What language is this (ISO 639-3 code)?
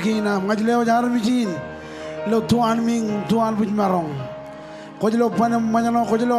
mah